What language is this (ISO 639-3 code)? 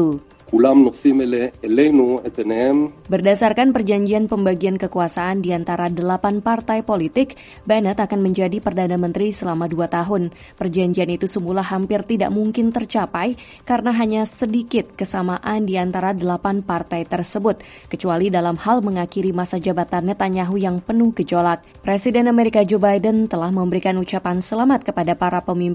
ind